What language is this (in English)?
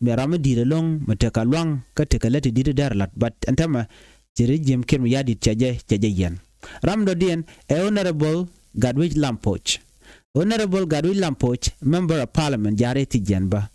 Nuer